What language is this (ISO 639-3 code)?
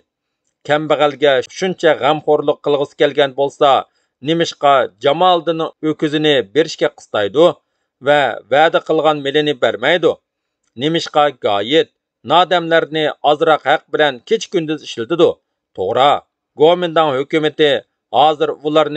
uig